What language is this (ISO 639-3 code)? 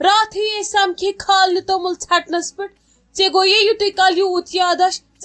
kas